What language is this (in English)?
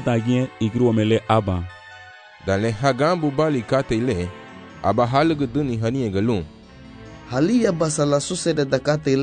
Garifuna